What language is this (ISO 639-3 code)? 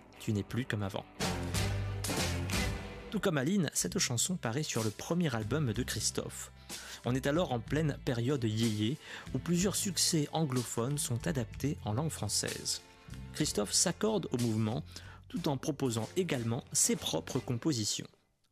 fra